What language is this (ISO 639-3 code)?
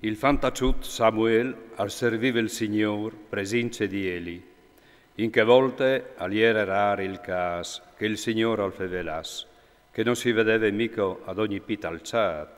fur